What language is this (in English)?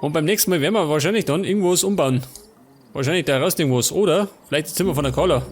Bavarian